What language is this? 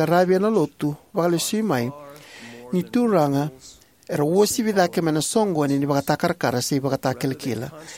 Fijian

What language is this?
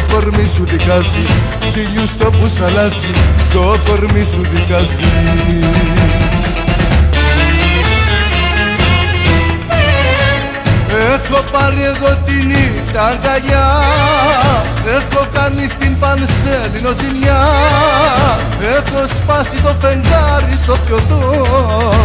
Greek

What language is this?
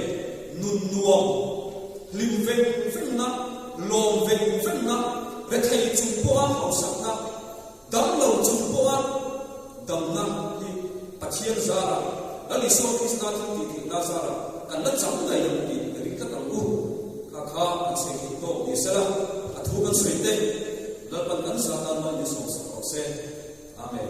Mizo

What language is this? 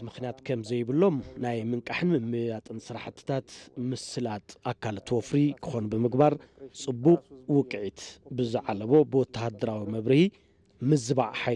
Tigrinya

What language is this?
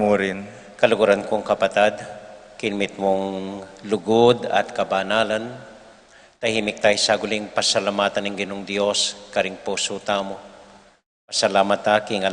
Pampanga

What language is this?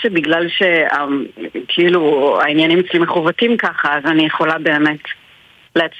Hebrew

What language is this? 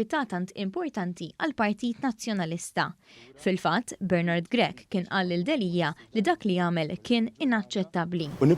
Maltese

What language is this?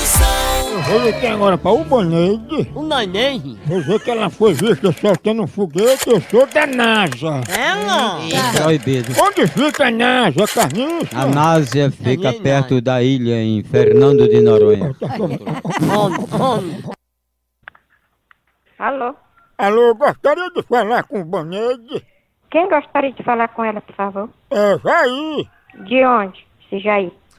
Portuguese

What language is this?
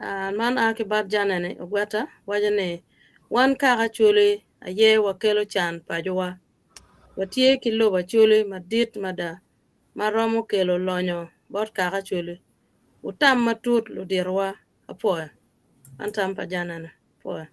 Acoli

